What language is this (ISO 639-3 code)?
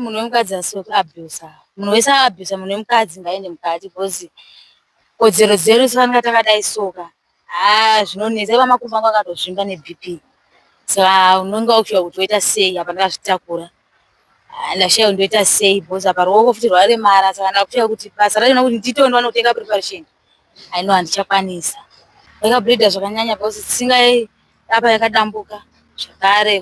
sna